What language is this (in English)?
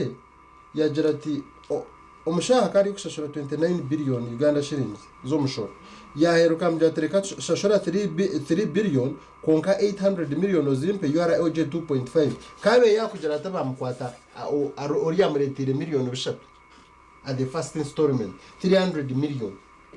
Nyankole